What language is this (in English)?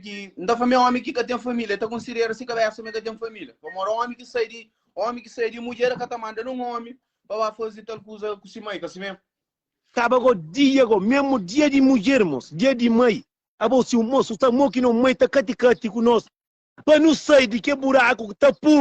Kabuverdianu